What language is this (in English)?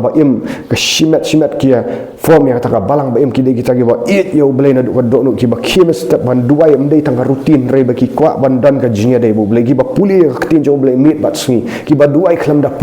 Khasi